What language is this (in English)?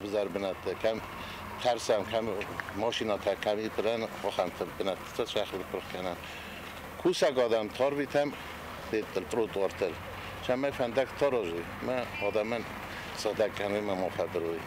Ossetic